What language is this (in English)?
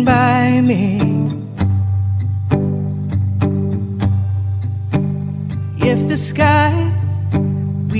Greek